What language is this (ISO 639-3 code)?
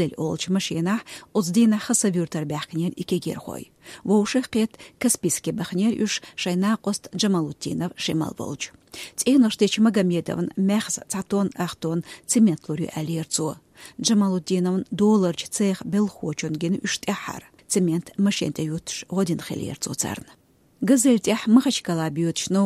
che